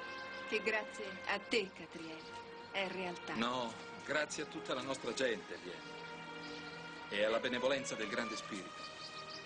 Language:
Italian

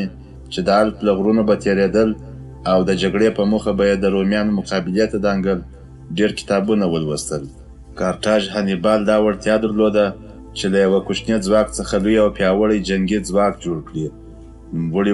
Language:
Pashto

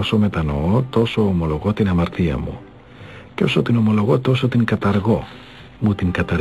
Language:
Greek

